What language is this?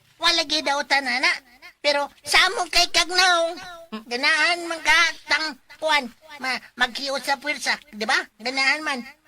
Cebuano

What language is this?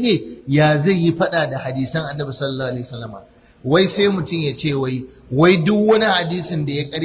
Hausa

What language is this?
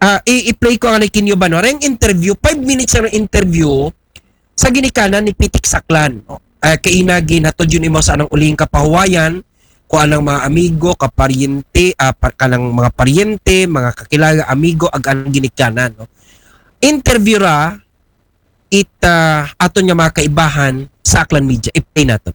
Aklanon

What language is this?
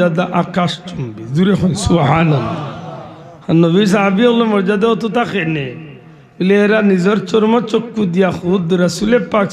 Sylheti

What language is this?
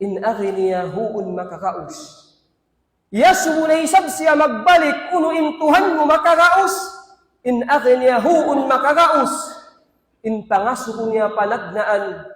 Tausug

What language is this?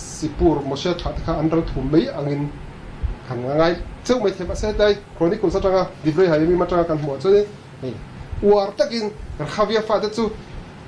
Mizo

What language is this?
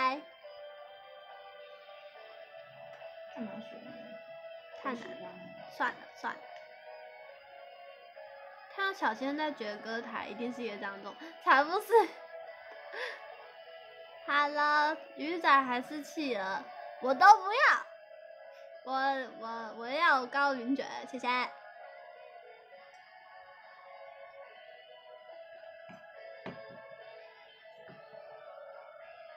Chinese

